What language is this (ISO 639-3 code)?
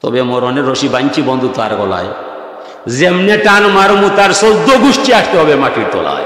syl